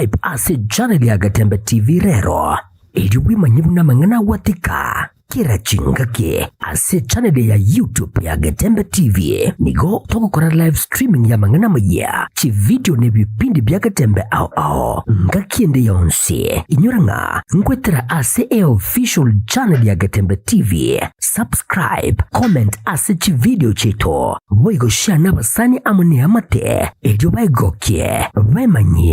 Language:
Gusii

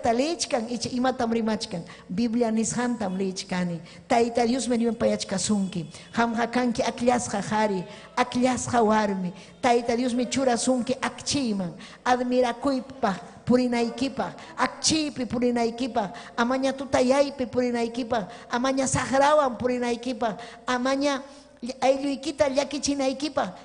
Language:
Ayacucho Quechua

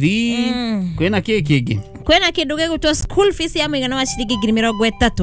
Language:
Kikuyu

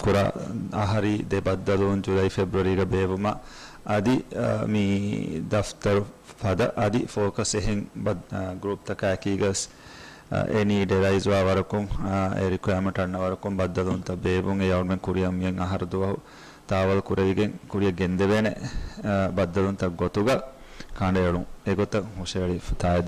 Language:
Divehi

